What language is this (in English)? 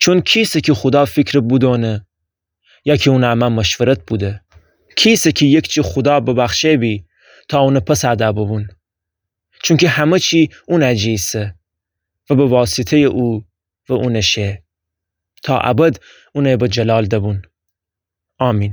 Gilaki